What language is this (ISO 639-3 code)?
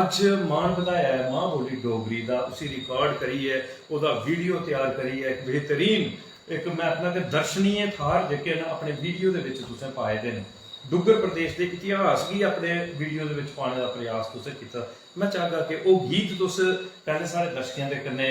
doi